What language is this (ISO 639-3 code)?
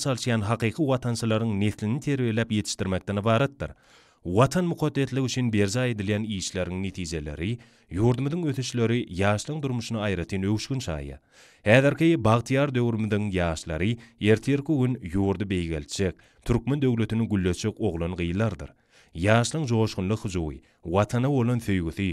tuk